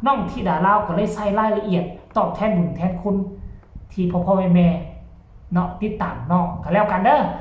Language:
Northeastern Thai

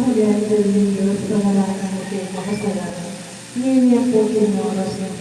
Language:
Pampanga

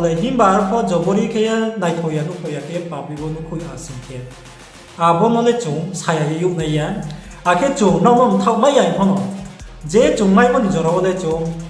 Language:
Riang (India)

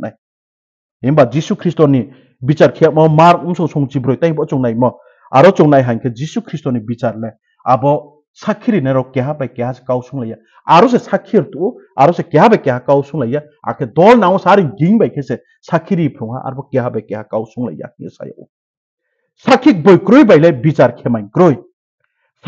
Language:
Riang (India)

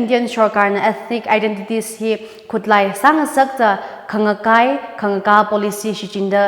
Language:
Tangkhul Naga (India)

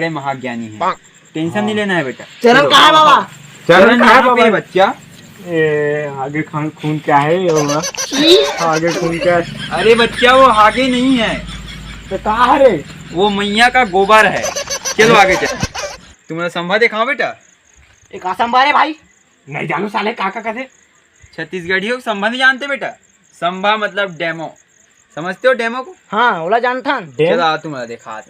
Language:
Chhattisgarhi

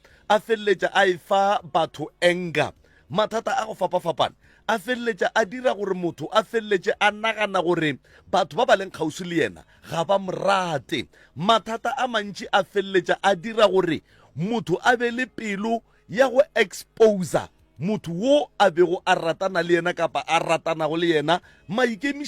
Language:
Northern Sotho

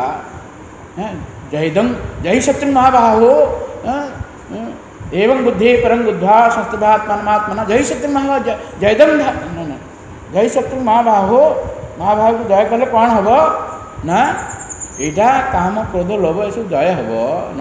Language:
Odia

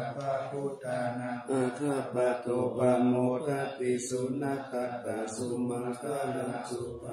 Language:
Pali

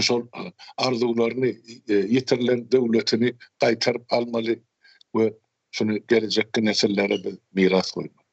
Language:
Turkmen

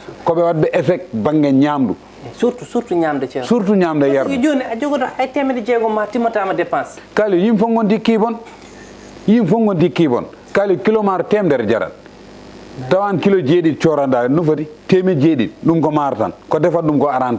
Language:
Fula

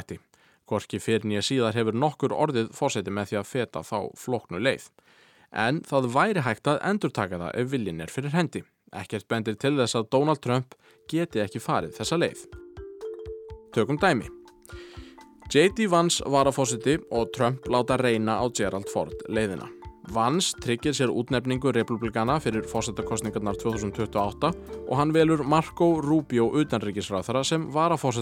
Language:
Icelandic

